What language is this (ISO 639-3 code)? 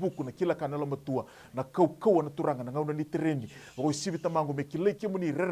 fij